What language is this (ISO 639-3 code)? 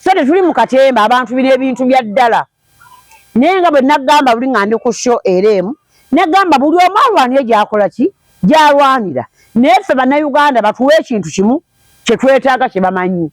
lug